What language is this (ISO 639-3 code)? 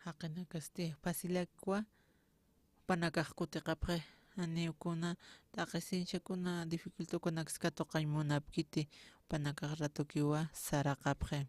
aym